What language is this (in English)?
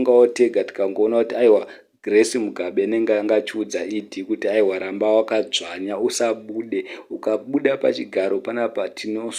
Shona